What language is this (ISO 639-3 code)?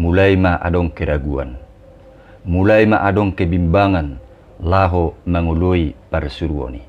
bbc